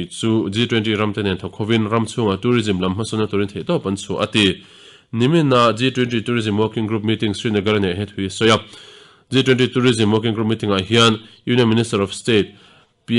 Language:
Mizo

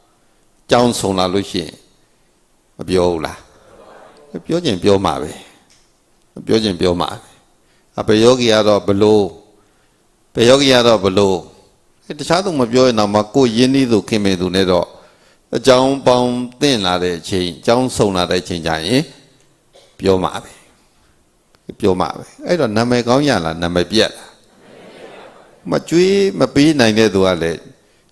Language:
Burmese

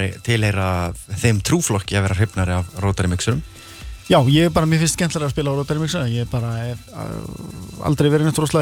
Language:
Icelandic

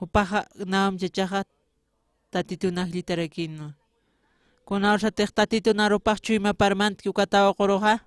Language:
Aymara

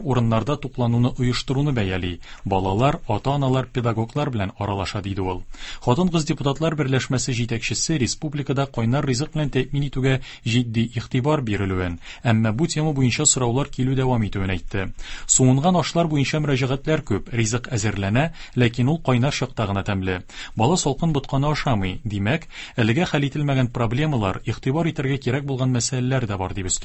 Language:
Tatar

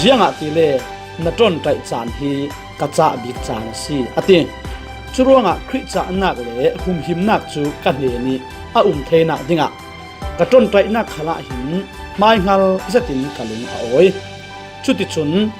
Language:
Falam Chin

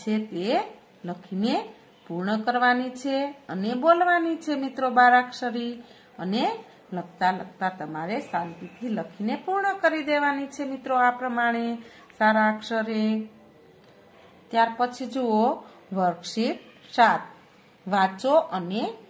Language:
Gujarati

